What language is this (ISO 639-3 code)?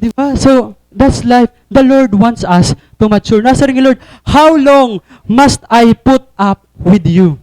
war